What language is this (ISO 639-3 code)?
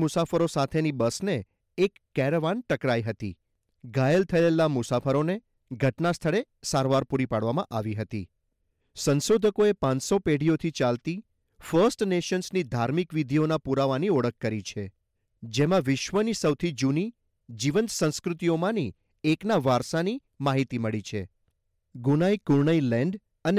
guj